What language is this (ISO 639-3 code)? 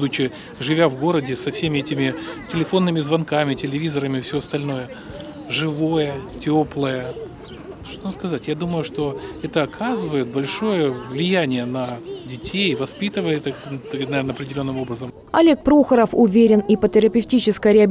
rus